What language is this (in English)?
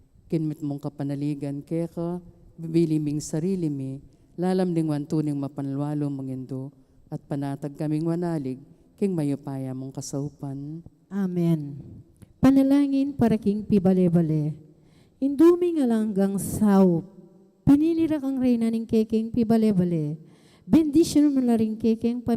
Pampanga